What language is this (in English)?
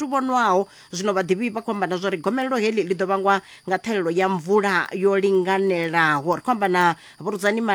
Venda